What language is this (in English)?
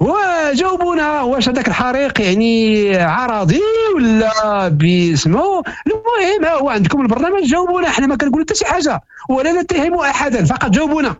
Moroccan Arabic